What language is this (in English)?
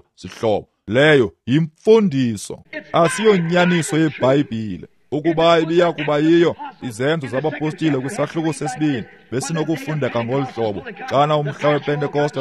Xhosa